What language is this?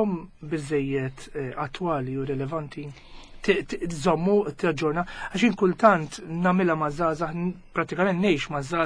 Maltese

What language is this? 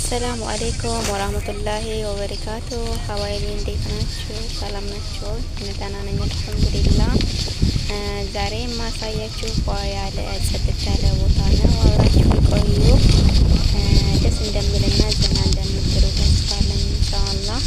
Amharic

